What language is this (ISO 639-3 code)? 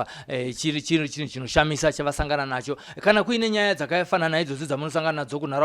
sna